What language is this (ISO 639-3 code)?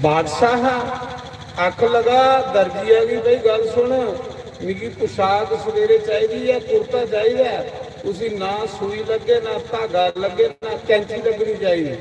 doi